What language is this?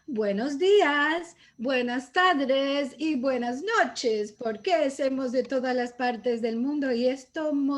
Ladino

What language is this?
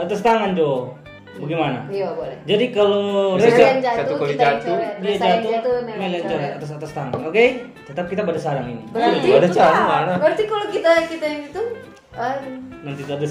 Manado Malay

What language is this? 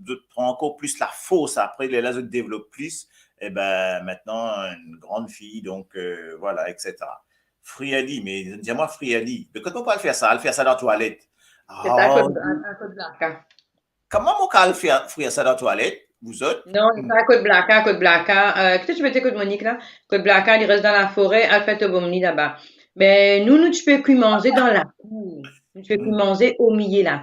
Morisyen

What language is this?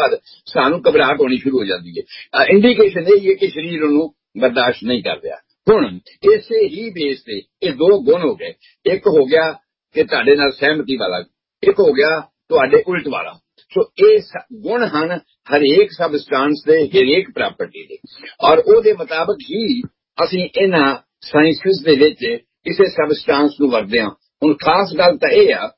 Punjabi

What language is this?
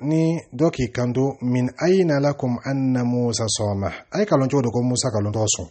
Dyula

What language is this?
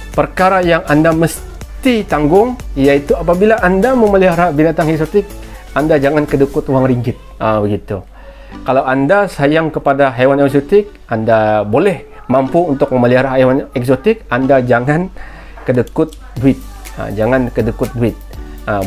Malay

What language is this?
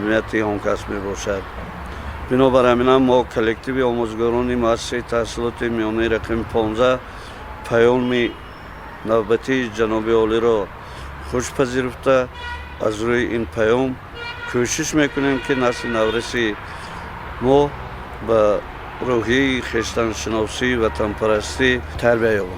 Tajik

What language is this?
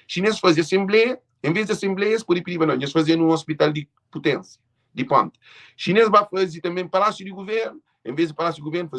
Kabuverdianu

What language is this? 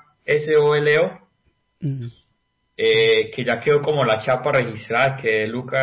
Spanish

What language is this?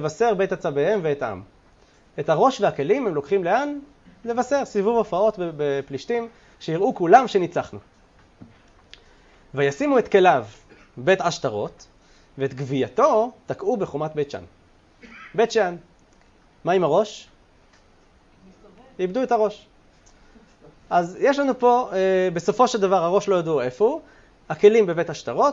Hebrew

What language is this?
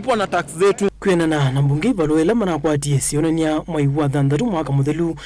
Kamba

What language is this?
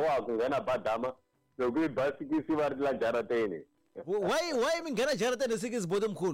Tsonga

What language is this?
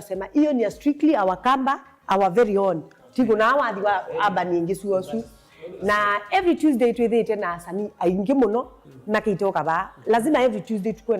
Kamba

